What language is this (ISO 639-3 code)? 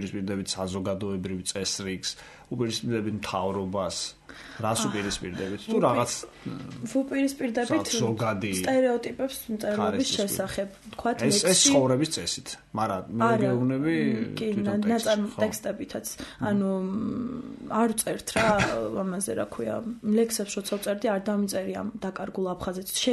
kat